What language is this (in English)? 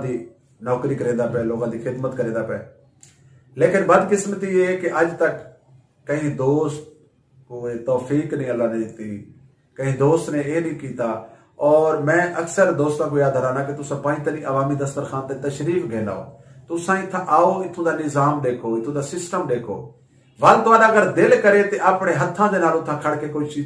Saraiki